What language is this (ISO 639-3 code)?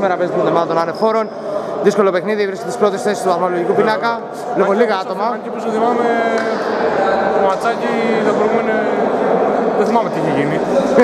ell